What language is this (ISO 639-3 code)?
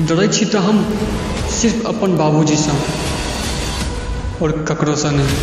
mai